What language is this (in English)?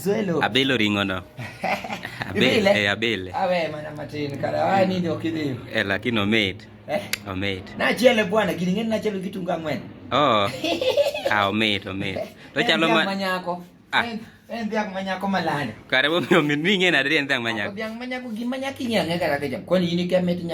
Luo (Kenya and Tanzania)